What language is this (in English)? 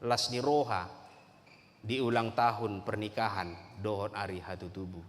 Batak Toba